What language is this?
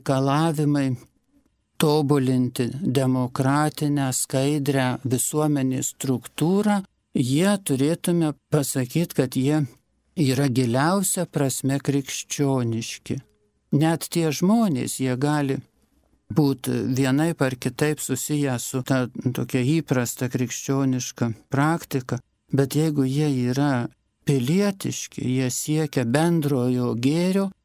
Lithuanian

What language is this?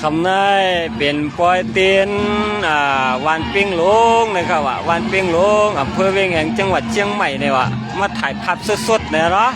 Shan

